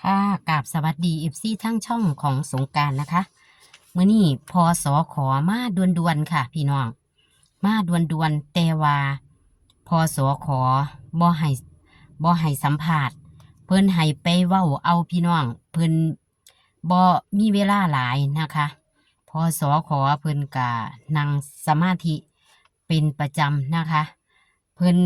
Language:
Northeastern Thai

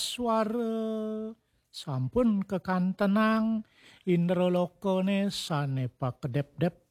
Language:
Balinese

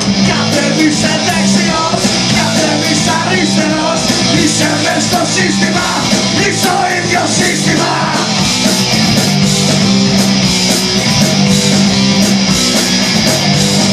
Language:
Greek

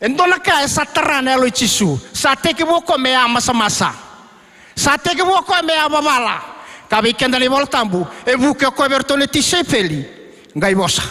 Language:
Fijian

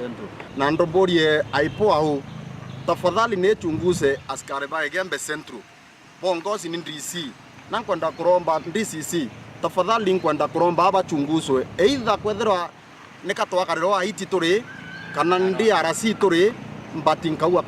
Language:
Meru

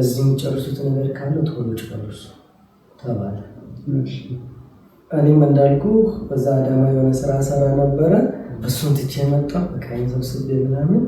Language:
Amharic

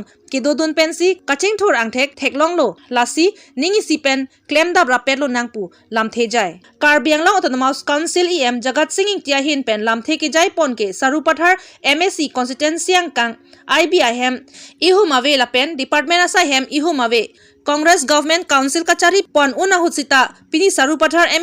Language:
Karbi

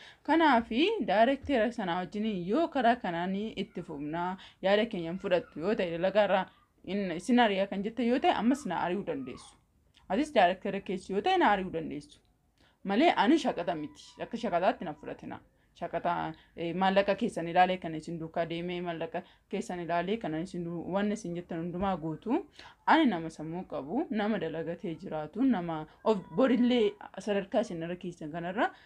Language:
Oromo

